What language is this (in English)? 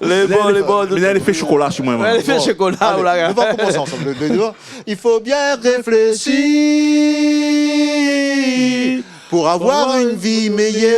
Réunion Creole French